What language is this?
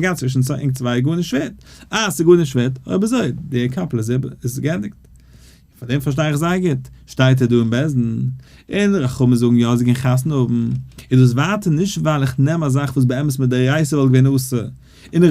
Yiddish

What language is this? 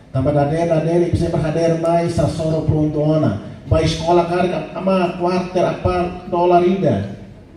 Tetum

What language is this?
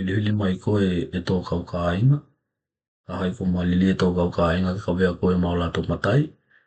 Tokelau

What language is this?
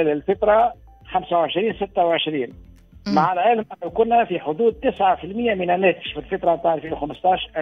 Tunisian Arabic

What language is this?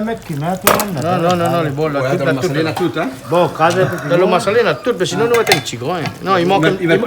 Réunion Creole French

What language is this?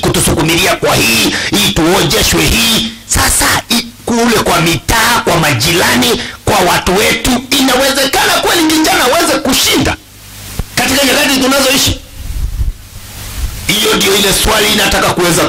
Swahili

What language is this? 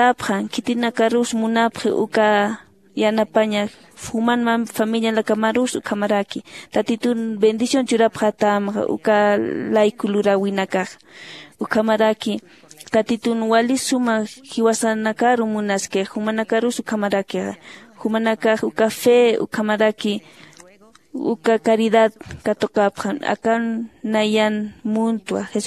Aymara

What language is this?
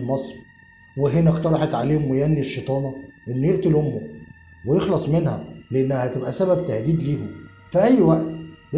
Egyptian Arabic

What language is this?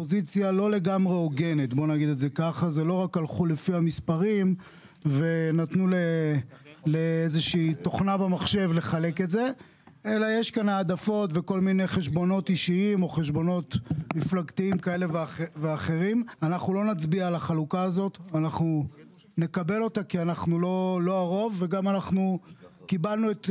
Hebrew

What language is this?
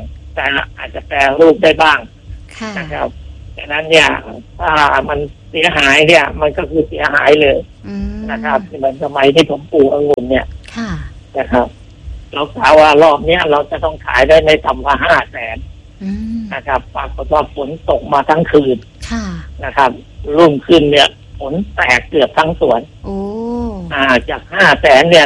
Thai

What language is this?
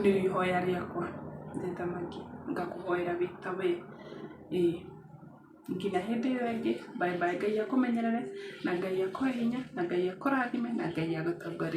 Kikuyu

